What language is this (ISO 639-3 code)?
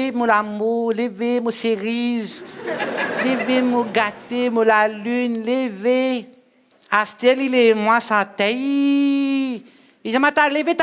mfe